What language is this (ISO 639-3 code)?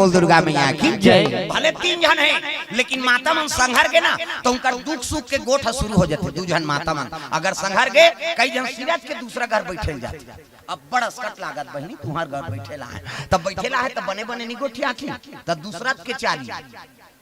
hne